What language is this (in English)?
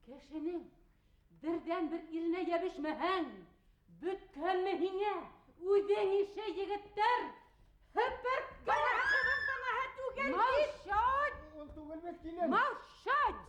Bashkir